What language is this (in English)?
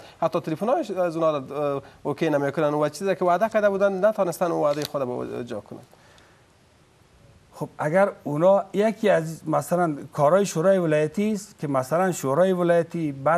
Persian